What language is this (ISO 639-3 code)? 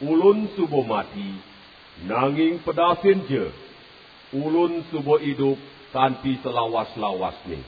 ban